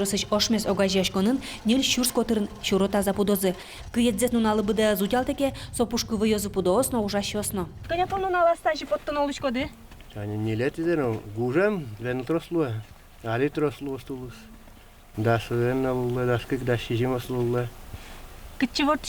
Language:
Udmurt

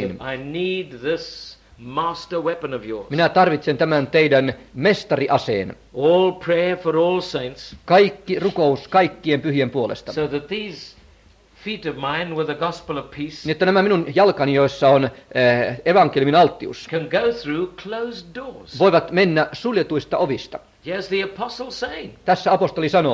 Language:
Finnish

